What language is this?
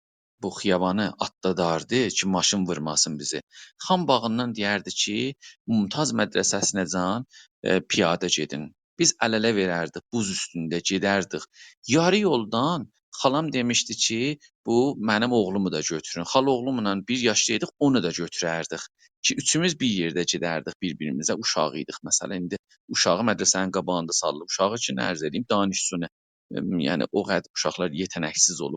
South Azerbaijani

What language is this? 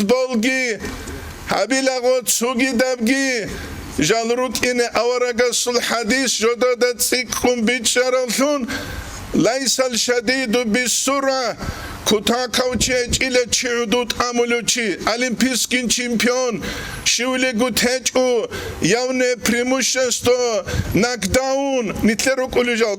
Avaric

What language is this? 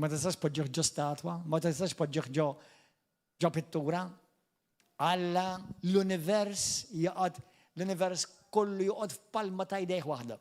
Maltese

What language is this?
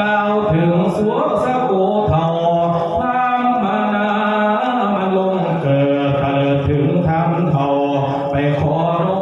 Northeastern Thai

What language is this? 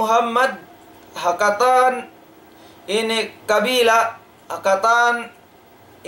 Tausug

